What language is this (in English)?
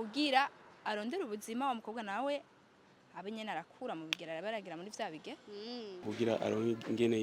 Rundi